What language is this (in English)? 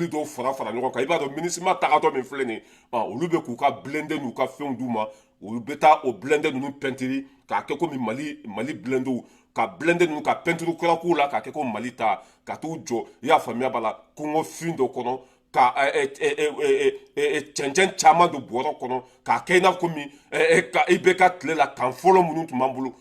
Bambara